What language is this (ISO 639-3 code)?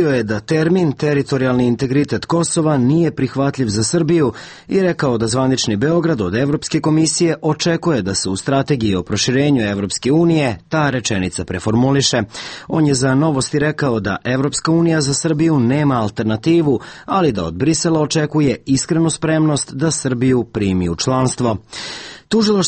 srp